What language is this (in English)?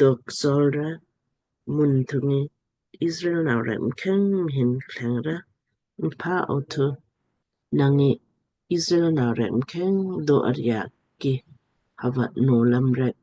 Lamkang